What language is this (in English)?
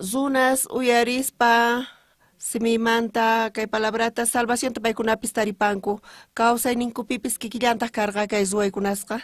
South Bolivian Quechua